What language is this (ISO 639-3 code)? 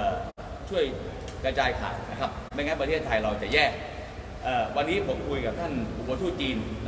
tha